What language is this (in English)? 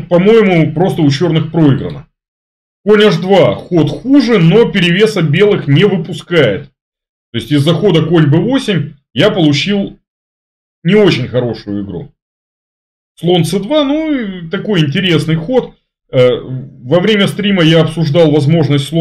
Russian